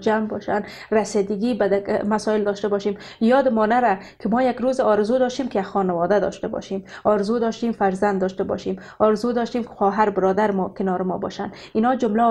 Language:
Persian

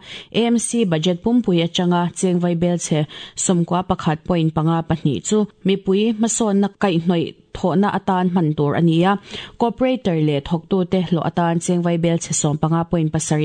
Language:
Mizo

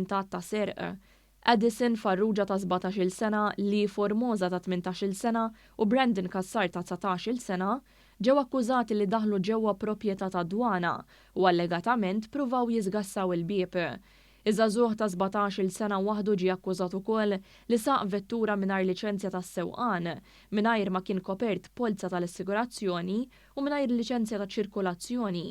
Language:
Maltese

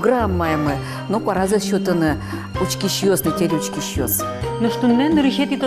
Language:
Udmurt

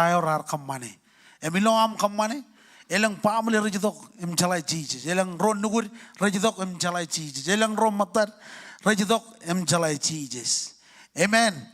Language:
Marshallese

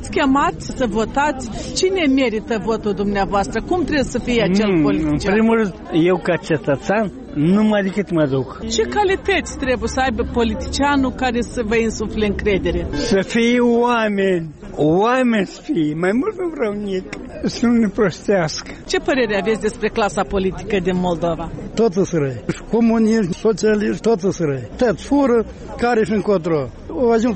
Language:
Romanian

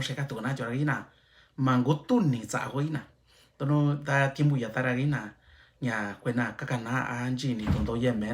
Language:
Mixtepec Mixtec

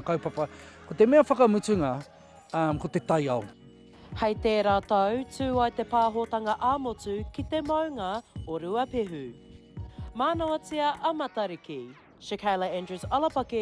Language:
Māori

